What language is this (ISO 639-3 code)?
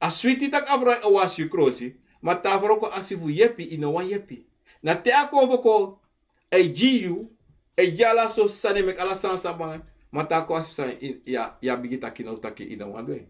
srn